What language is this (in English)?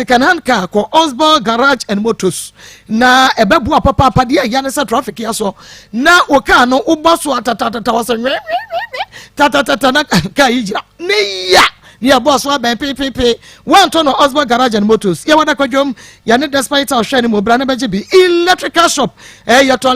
Akan